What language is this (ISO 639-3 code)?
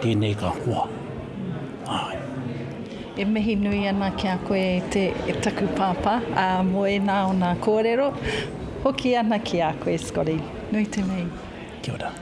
mri